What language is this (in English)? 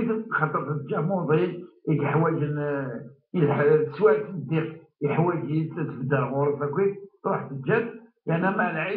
Kabyle